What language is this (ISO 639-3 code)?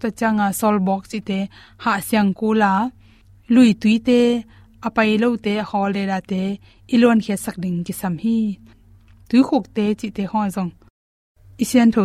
ctd